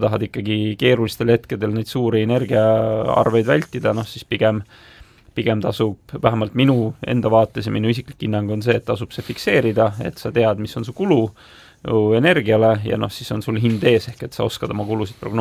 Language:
Estonian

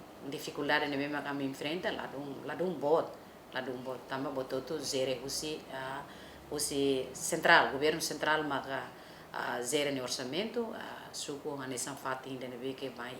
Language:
Tetum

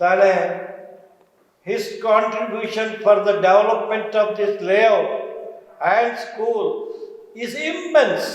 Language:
Konkani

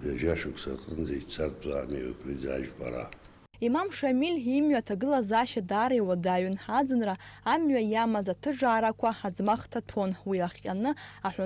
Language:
Abkhazian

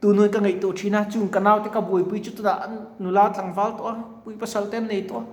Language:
Mizo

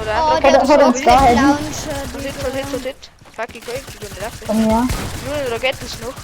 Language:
Bavarian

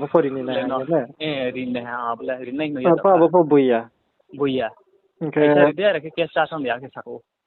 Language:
Riang (India)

